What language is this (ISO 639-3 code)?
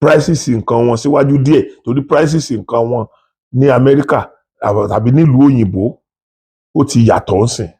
yor